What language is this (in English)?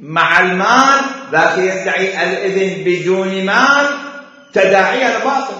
Mesopotamian Arabic